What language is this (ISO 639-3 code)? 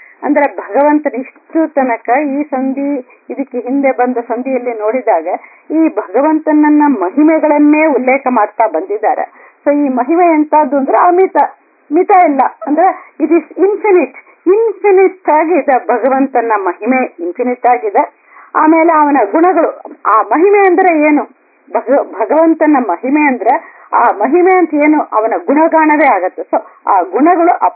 kan